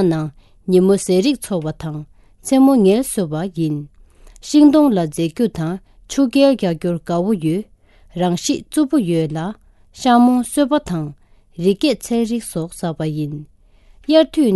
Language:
Tibetan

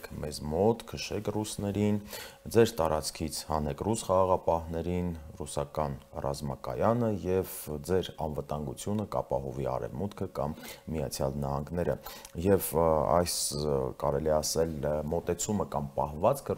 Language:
Armenian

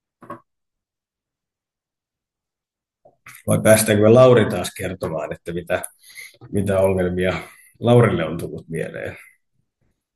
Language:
Finnish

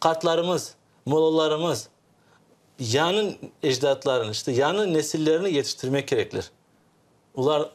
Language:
Crimean Tatar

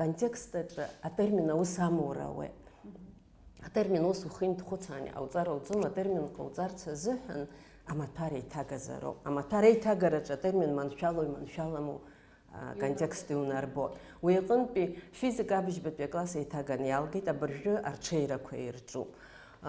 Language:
Abkhazian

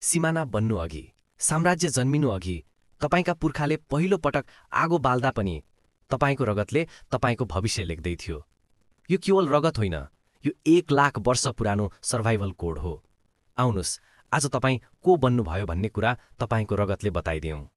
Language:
Nepali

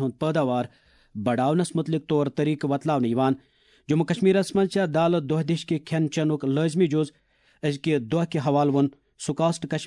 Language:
Kashmiri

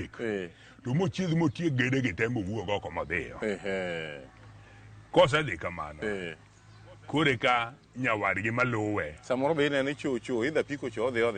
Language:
Luo (Kenya and Tanzania)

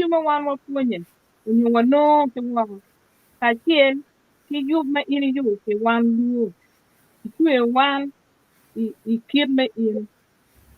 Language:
Acoli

